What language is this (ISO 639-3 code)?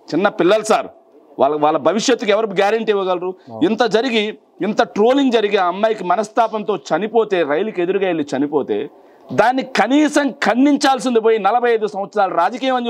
tel